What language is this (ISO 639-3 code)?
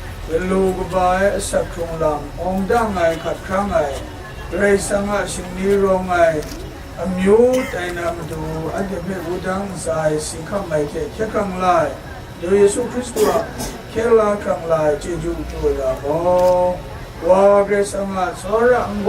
kac